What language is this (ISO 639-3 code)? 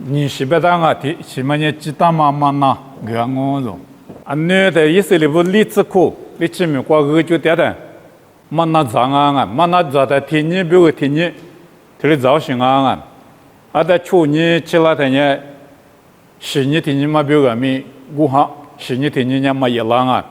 lis